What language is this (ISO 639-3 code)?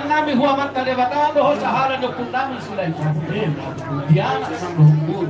bbc